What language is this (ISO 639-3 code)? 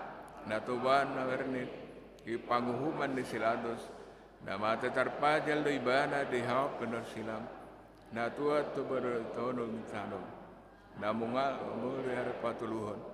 bbc